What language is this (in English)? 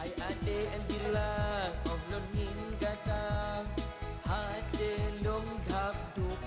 Achinese